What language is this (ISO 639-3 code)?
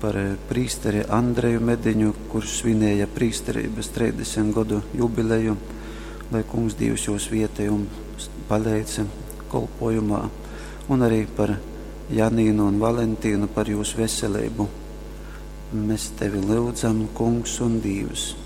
ltg